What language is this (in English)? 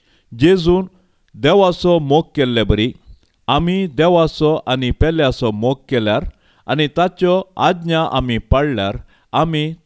Konkani